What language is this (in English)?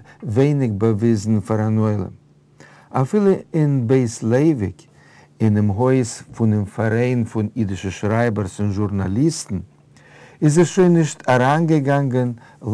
Yiddish